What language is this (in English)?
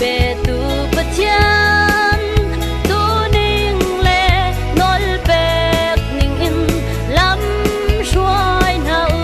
Hakha Chin